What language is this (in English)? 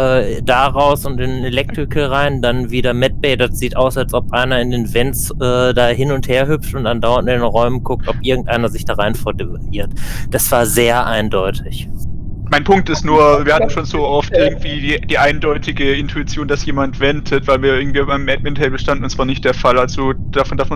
Swiss German